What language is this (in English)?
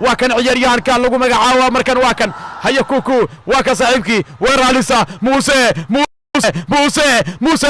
Somali